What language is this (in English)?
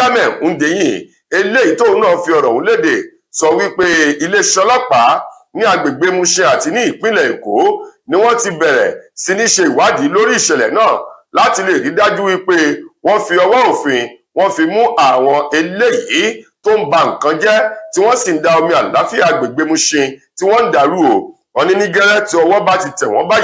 Yoruba